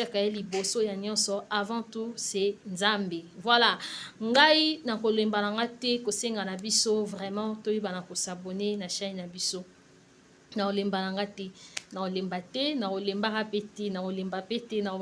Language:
Lingala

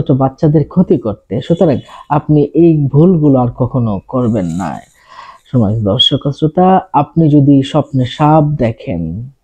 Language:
Bangla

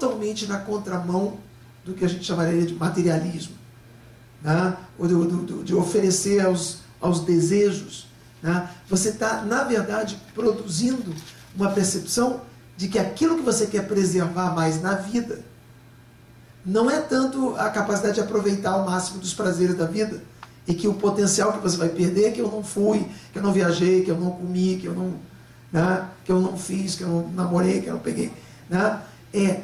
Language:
Portuguese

